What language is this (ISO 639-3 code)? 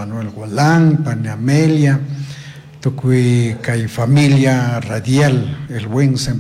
qug